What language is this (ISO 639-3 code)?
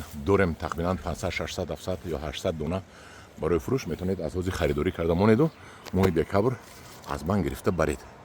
tgk